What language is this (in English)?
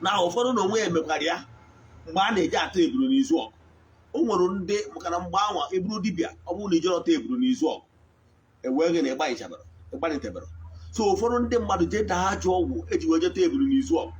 Igbo